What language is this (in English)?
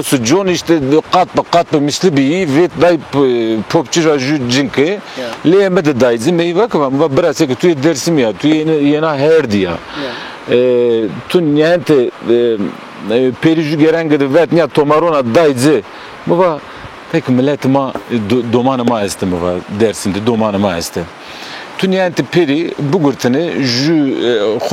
Zaza